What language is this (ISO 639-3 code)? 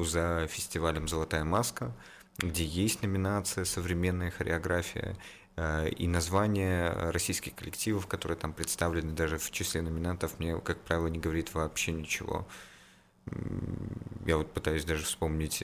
rus